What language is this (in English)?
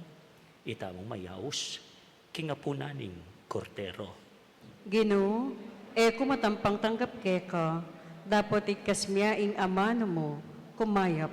Pampanga